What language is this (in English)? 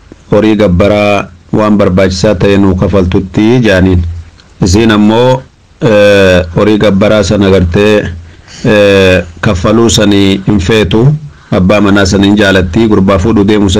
Oromo